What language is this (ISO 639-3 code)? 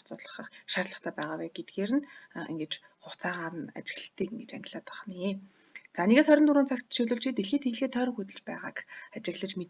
mon